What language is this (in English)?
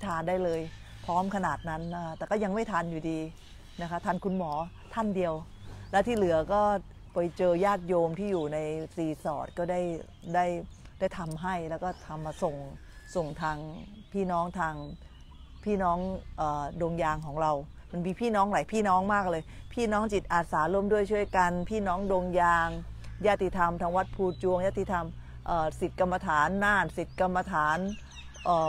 Thai